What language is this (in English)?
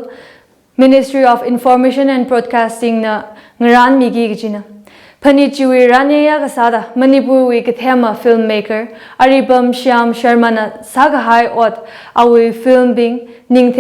Tangkhul Naga (India)